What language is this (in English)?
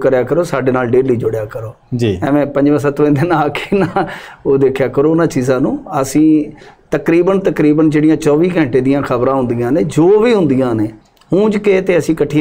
Punjabi